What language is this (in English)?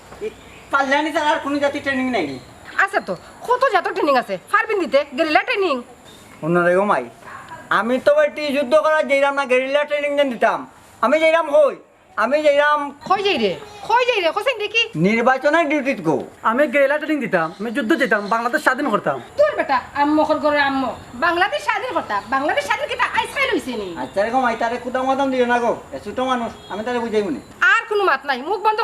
Sylheti